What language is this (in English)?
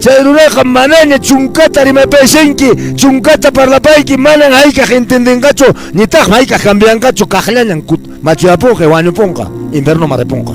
Quechua